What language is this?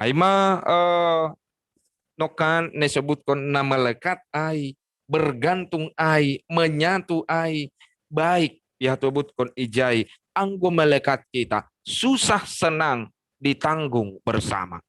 Batak Simalungun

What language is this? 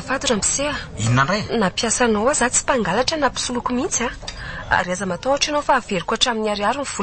Malagasy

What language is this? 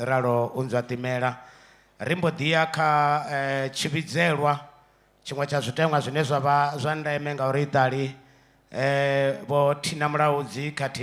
Venda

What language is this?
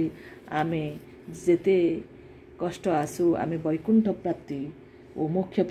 Odia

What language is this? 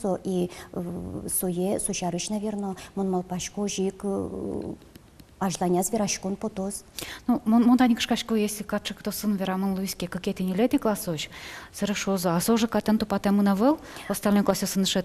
Udmurt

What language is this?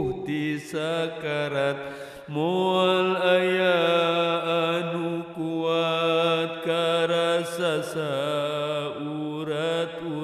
Sundanese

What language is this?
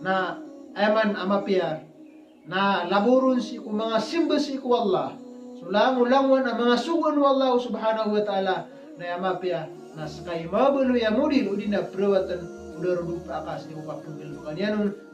Maranao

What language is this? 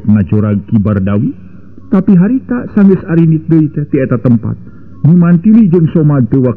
Sundanese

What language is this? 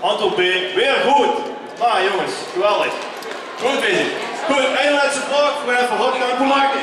Limburgish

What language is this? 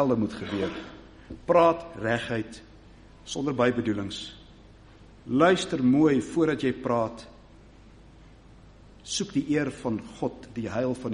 Afrikaans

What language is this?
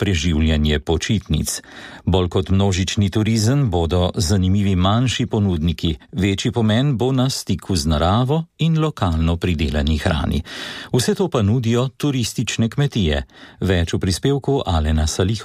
Slovenian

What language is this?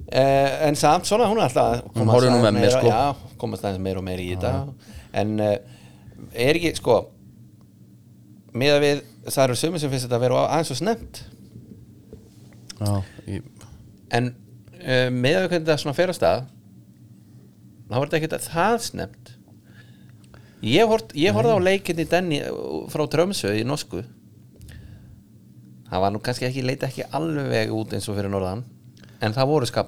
Icelandic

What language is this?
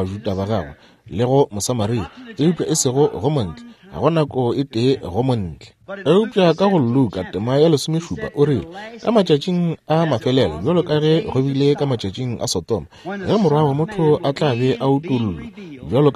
Northern Sotho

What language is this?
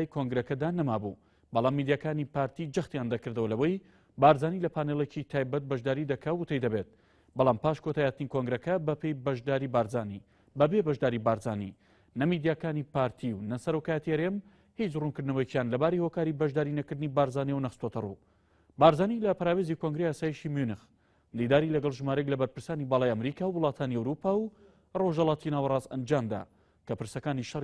Central Kurdish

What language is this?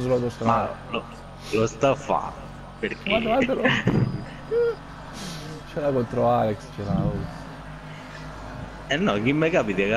Italian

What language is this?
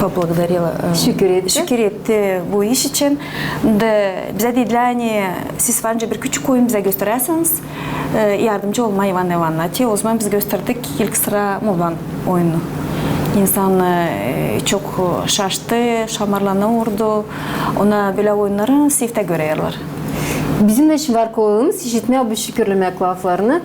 Gagauz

